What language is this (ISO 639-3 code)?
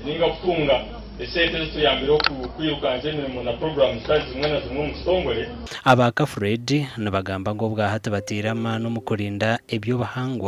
nyn